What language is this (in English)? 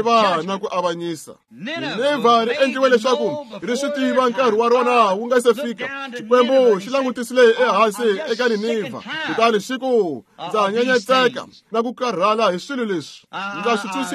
Tsonga